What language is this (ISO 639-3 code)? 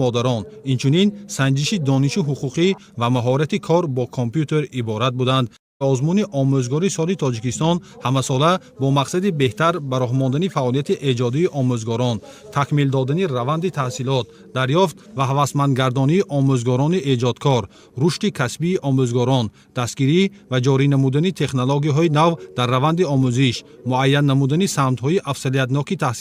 tgk